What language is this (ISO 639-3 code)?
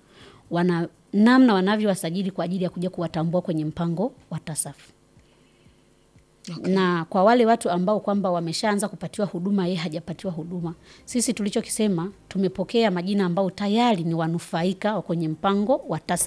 swa